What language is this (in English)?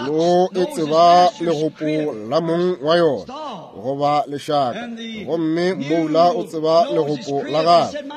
Northern Sotho